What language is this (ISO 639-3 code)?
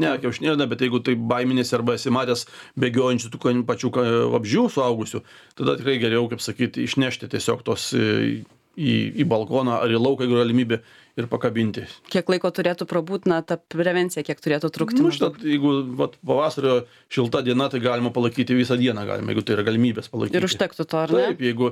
lit